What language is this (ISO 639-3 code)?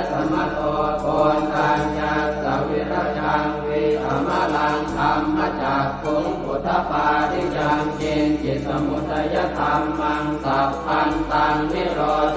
pli